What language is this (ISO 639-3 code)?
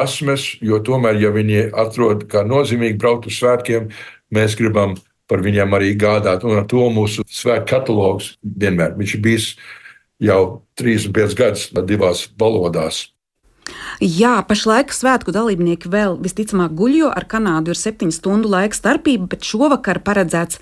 lav